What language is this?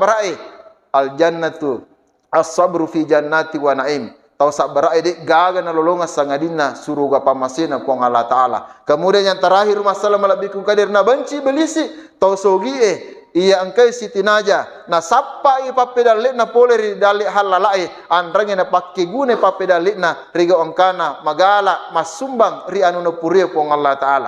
Buginese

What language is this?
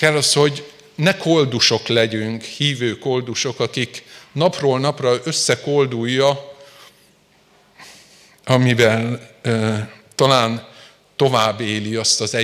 Hungarian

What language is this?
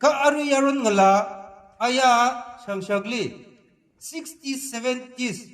Tangkhul Naga (India)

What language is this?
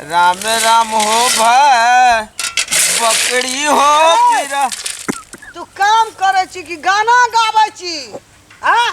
Maithili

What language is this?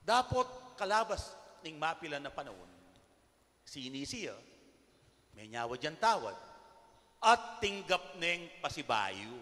Pampanga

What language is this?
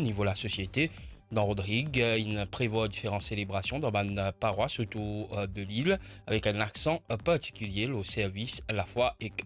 Morisyen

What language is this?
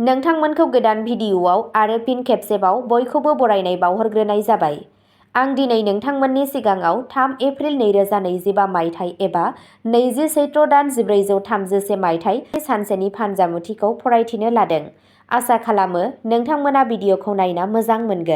Bodo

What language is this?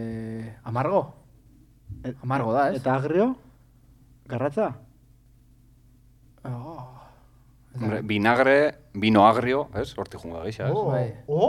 Basque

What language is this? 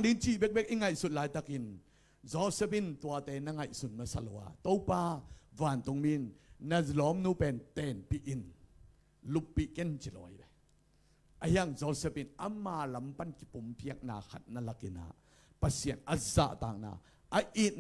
Tedim Chin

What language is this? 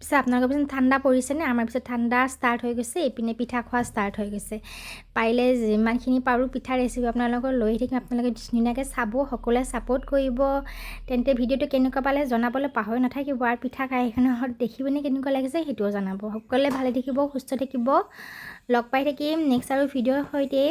Assamese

